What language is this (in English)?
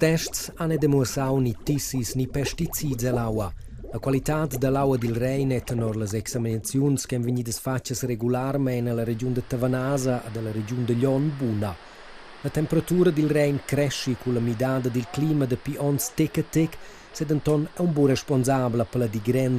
Romansh